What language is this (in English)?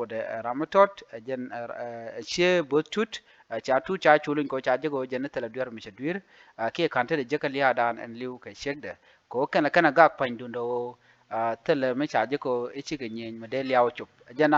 Nuer